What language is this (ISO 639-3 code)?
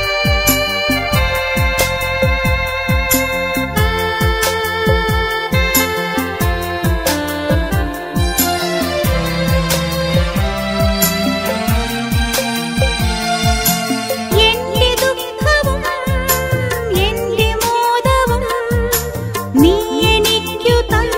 mal